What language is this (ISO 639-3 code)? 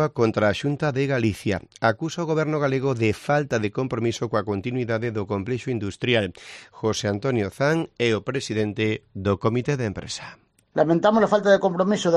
glg